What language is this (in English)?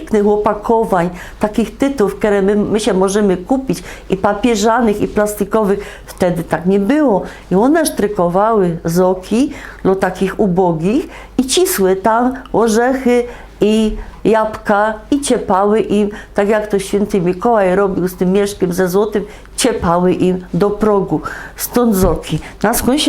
Silesian